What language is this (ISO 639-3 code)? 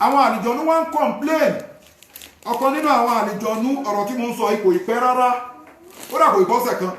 yor